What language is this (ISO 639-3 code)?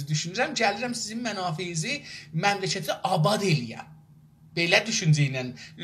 azb